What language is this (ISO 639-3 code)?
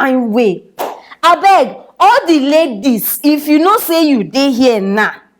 pcm